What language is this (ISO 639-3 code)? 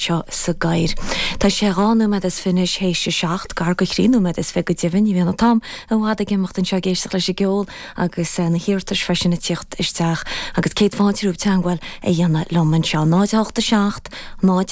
gle